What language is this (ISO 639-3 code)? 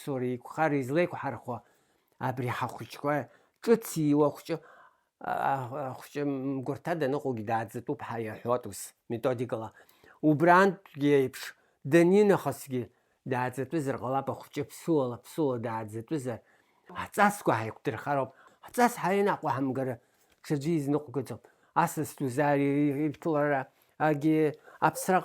abk